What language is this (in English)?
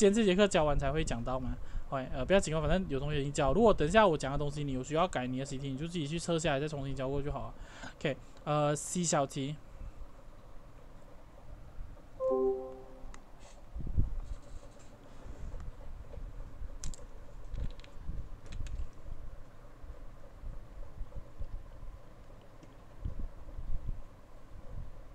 Chinese